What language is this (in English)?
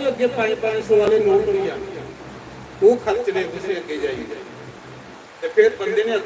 Dogri